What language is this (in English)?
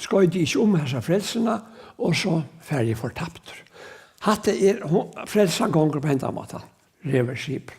Faroese